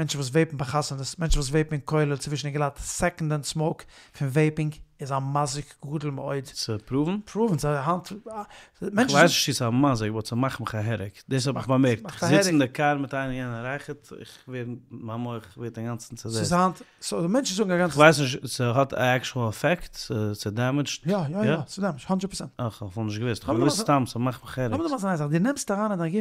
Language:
Yiddish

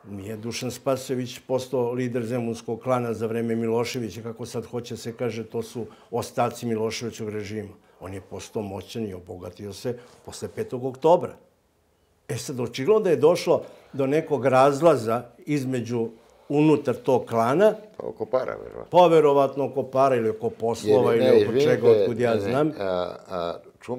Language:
Serbian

